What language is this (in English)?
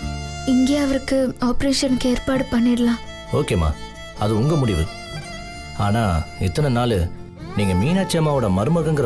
Tamil